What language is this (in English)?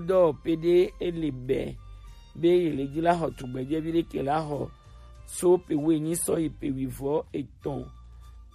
Gen